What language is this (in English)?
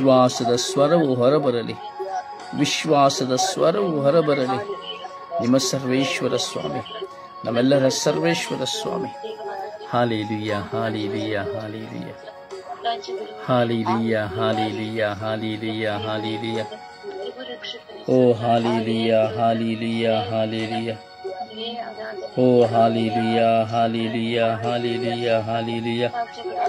Kannada